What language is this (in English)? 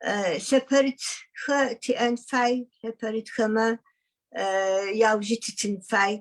Adyghe